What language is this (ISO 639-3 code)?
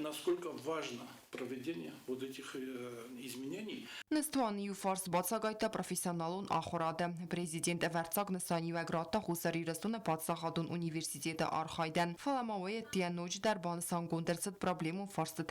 oss